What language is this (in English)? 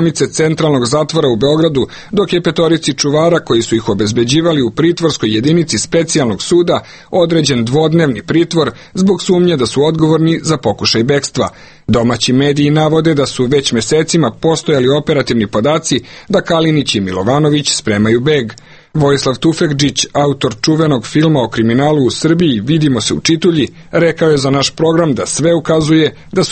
Serbian